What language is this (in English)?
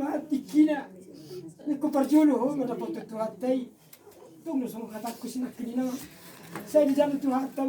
Batak Toba